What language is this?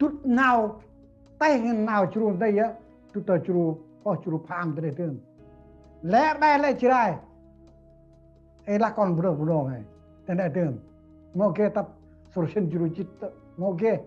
Central Mnong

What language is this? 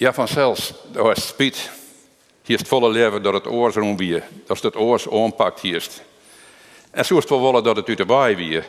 Western Frisian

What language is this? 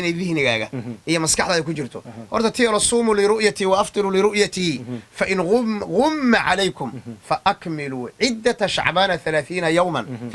Somali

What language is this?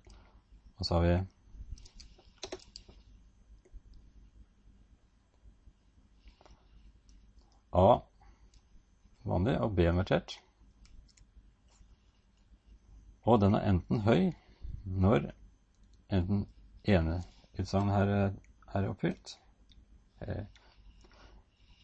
Norwegian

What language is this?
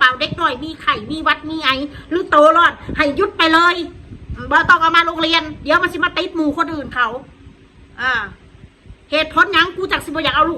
Northeastern Thai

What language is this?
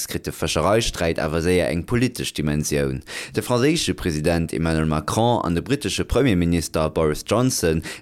Luxembourgish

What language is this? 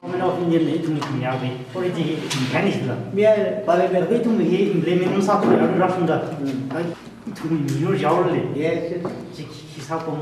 Tangkhul Naga (India)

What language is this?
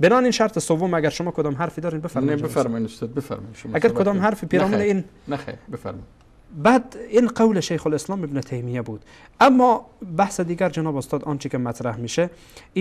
Persian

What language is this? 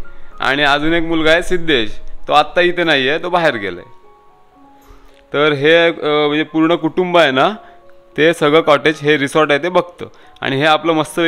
Marathi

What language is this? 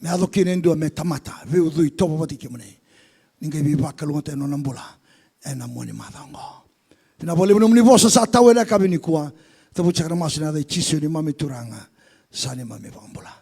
Fijian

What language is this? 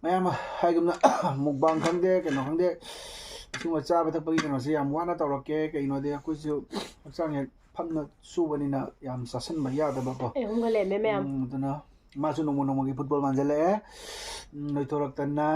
Manipuri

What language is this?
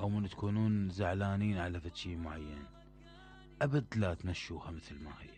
Mesopotamian Arabic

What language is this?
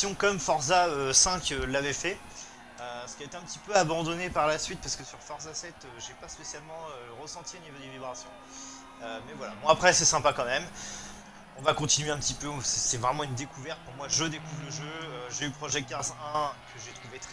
French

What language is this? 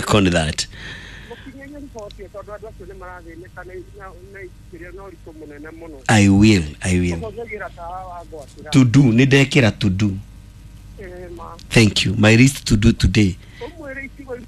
Kikuyu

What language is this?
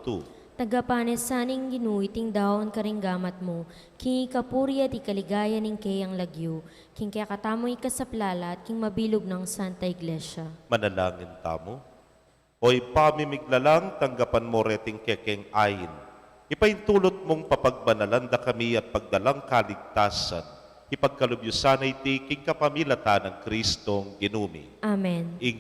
Pampanga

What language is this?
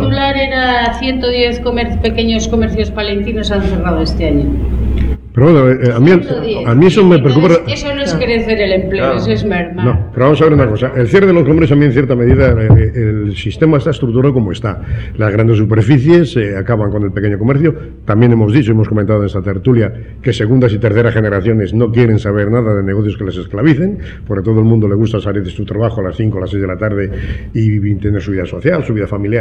Spanish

